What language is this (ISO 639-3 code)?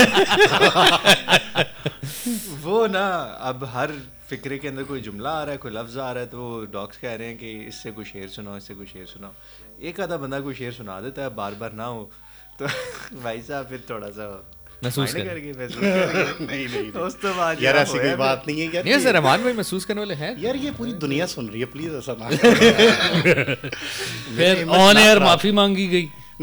urd